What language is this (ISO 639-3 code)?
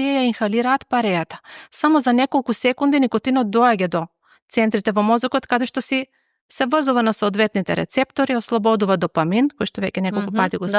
mkd